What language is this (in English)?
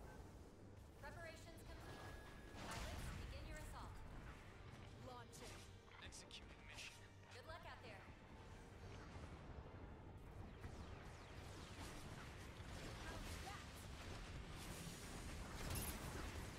English